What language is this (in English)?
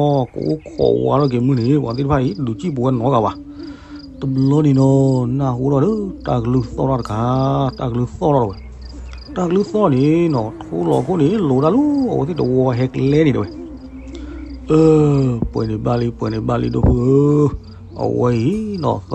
S'gaw Karen